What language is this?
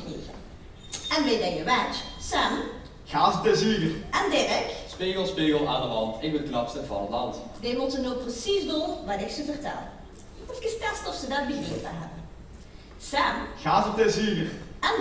Limburgish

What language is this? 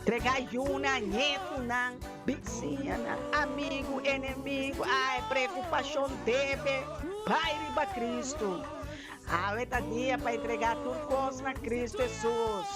Papiamento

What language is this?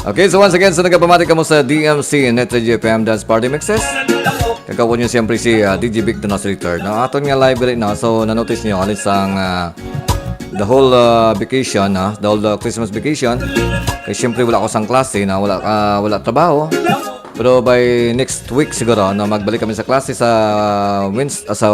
Hiligaynon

